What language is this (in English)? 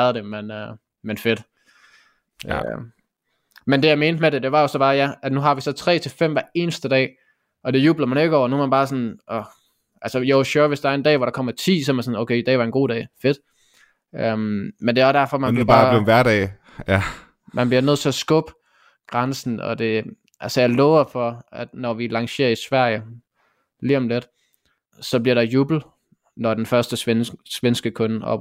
Danish